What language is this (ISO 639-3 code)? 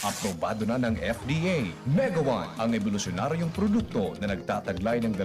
bik